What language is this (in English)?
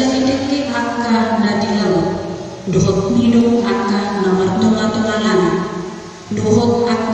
Batak Toba